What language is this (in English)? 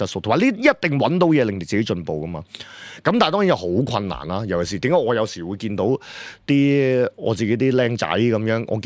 Cantonese